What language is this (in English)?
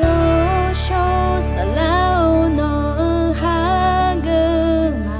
Akha